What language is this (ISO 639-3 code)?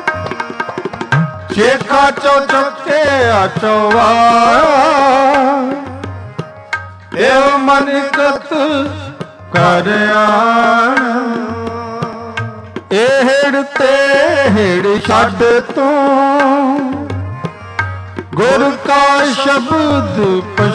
pan